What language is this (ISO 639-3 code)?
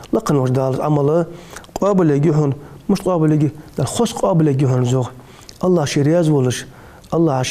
inh